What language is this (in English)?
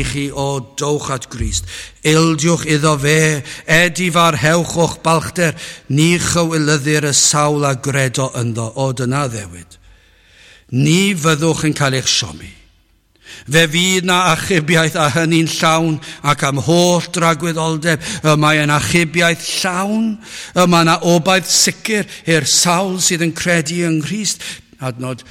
Welsh